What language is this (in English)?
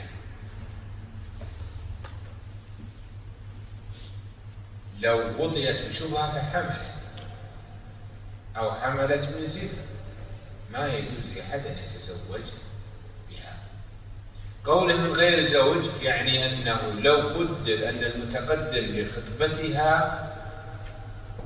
Arabic